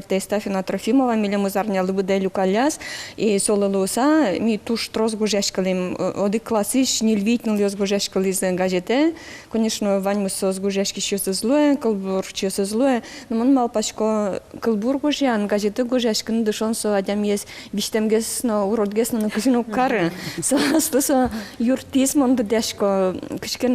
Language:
Udmurt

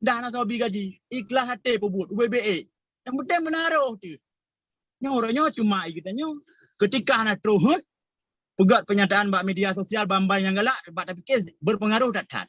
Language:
Achinese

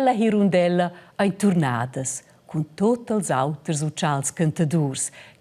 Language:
Romansh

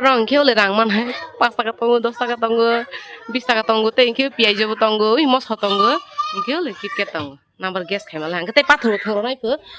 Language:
Kok Borok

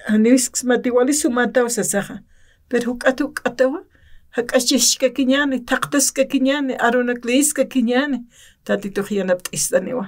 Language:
Aymara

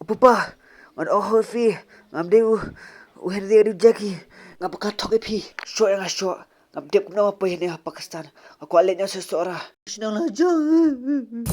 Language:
Khasi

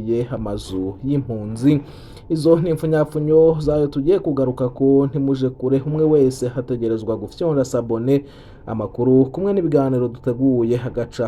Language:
Rundi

